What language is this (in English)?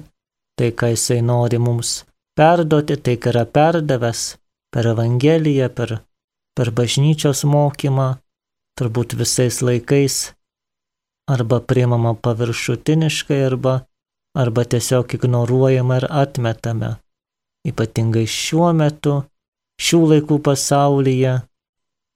Lithuanian